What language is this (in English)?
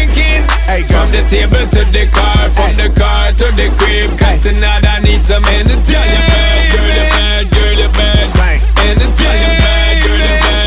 English